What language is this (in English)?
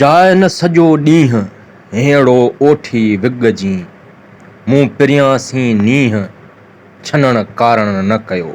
Sindhi